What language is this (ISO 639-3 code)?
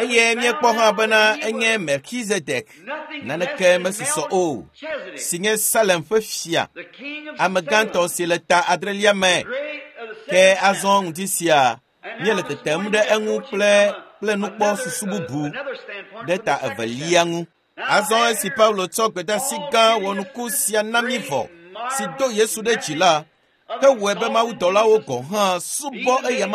ewe